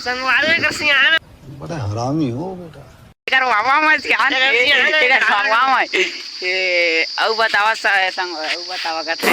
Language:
Chhattisgarhi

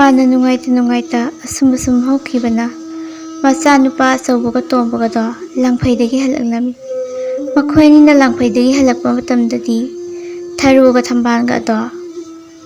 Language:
Manipuri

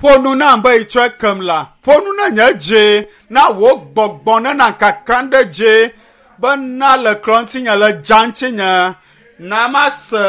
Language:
Ewe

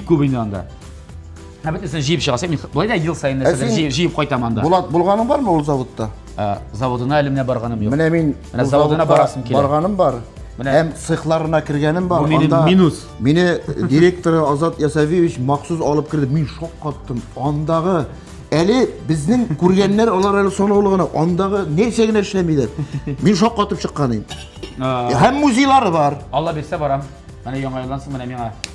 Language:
Tatar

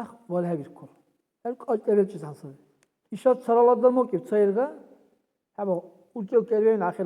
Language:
Dargwa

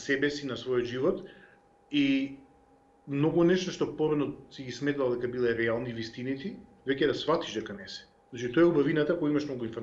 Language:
Macedonian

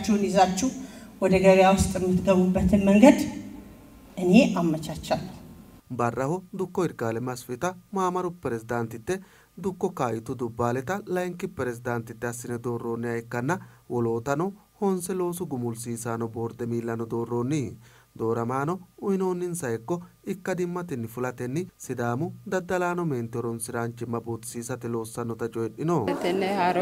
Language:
Sidamo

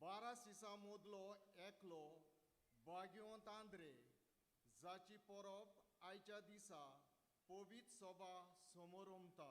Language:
Konkani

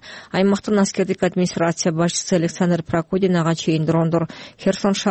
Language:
Kyrgyz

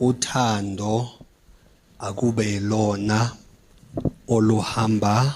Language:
Zulu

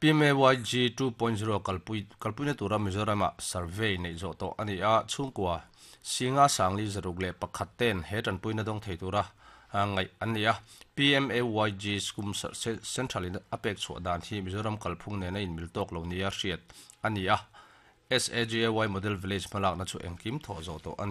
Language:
Mizo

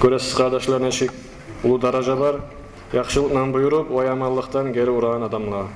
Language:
Kumyk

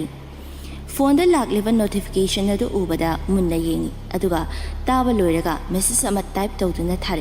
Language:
Manipuri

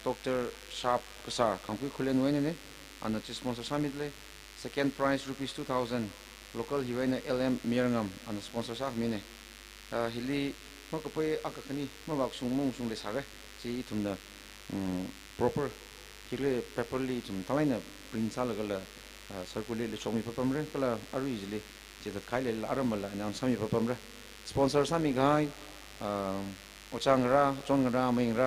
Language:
Tangkhul Naga (India)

